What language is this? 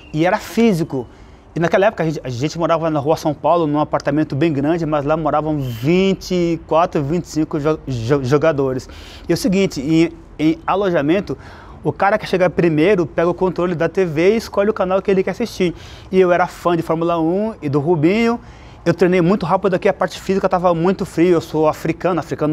Portuguese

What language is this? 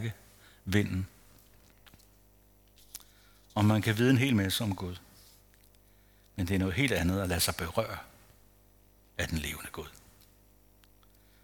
Danish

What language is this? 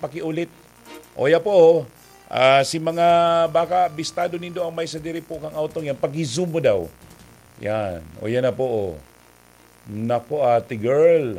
Bikol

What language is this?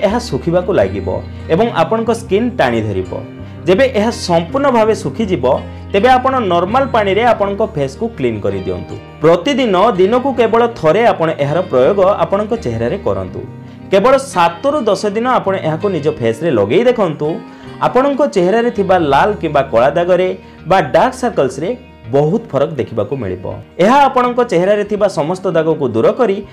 Odia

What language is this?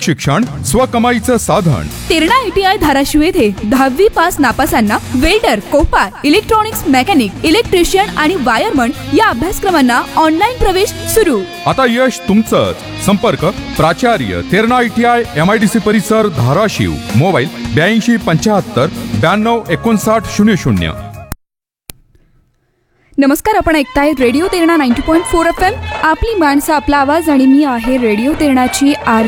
Marathi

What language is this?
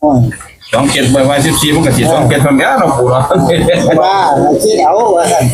Northeastern Thai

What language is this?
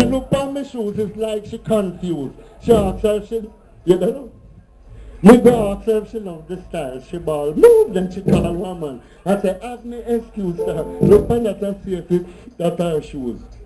Jamaican Creole English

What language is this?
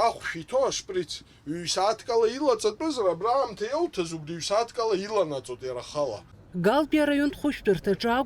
Abkhazian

